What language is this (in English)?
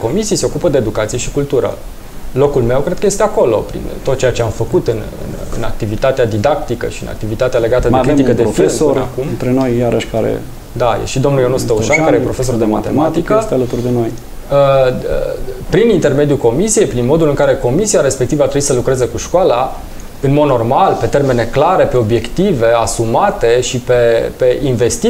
Romanian